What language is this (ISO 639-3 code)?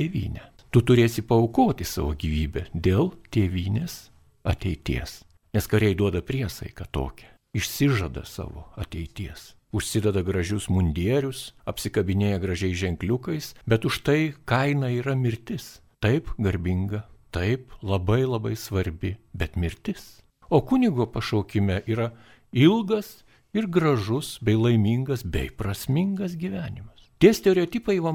lit